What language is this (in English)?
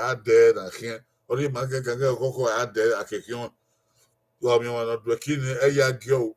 Bini